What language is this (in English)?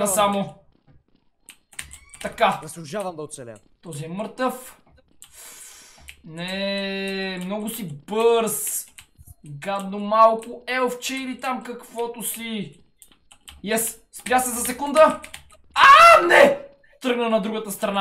Bulgarian